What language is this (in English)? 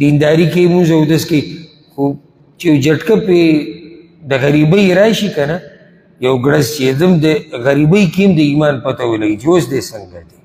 Pashto